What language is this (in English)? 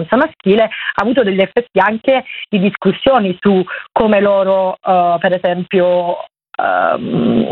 Italian